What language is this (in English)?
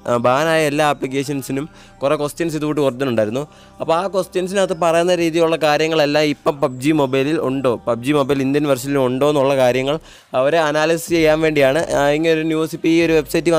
Malayalam